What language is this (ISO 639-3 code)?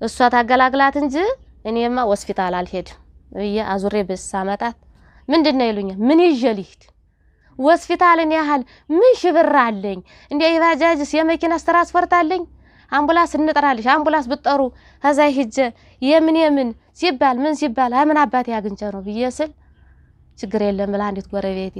amh